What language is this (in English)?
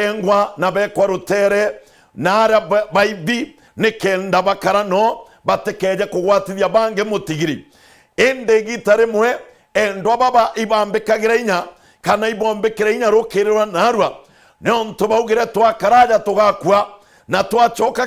Meru